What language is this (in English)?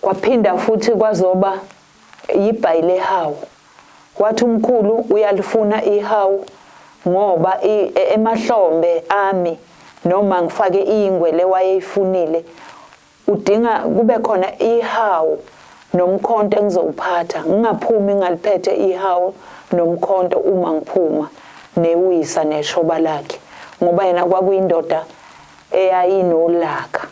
Zulu